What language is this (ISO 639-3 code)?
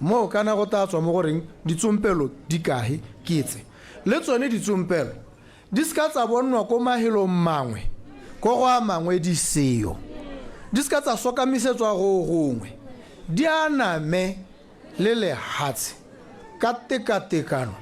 tsn